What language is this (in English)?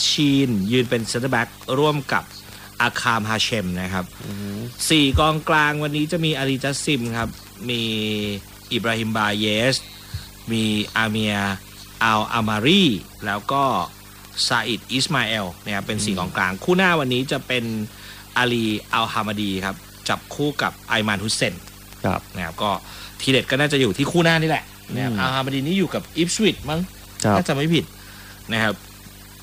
Thai